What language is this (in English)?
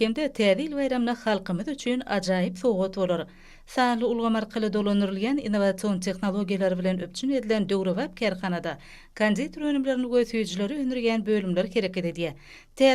Turkmen